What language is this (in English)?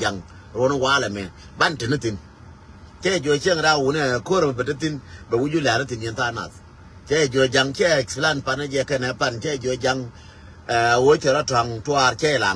Nuer